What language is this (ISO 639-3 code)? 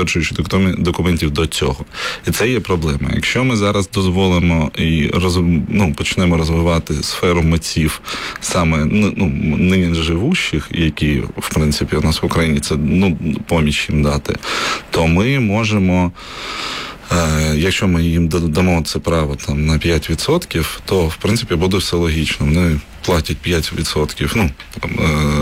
ukr